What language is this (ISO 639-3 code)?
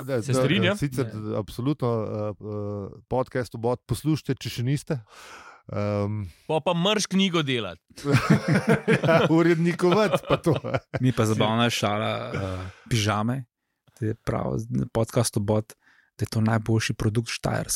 slv